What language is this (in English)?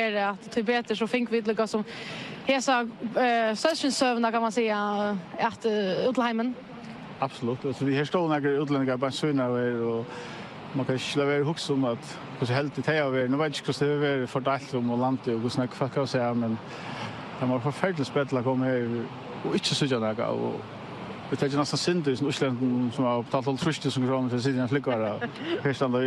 Faroese